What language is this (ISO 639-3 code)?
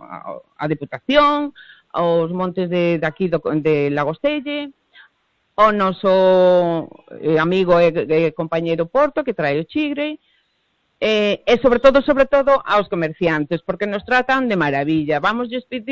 glg